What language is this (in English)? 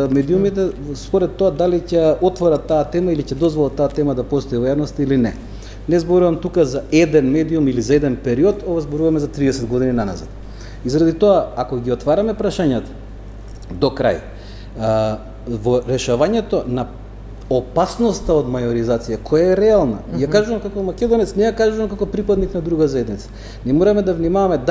Macedonian